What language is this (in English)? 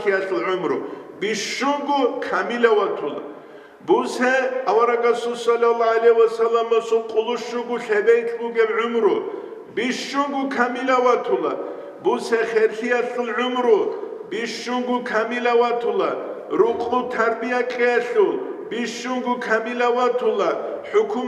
Avaric